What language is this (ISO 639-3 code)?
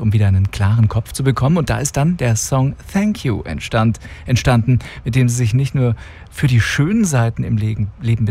deu